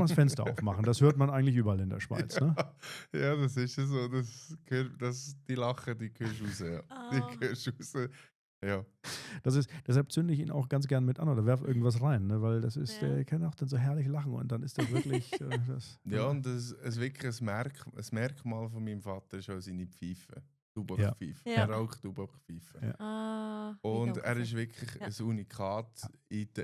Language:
Swiss German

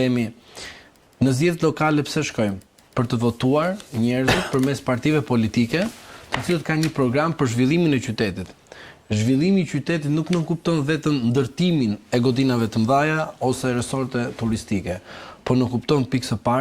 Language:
Albanian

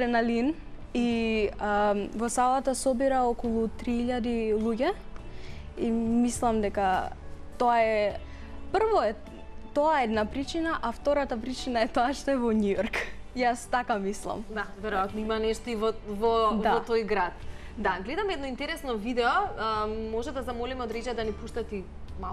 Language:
Macedonian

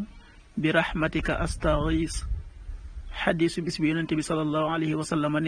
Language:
Wolof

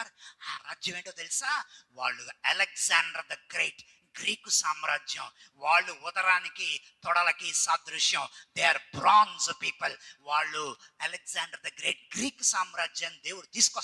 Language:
Telugu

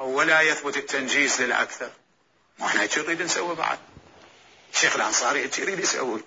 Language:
Mesopotamian Arabic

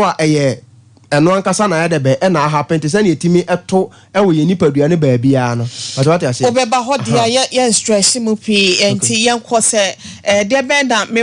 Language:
Akan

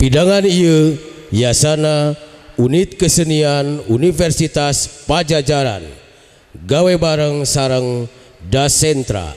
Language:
Sundanese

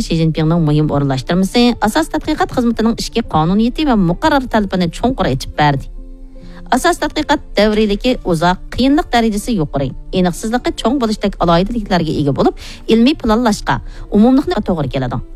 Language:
Uyghur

